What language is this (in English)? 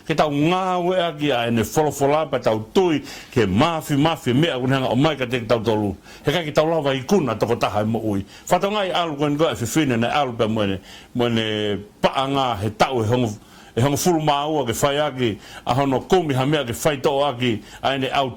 Tongan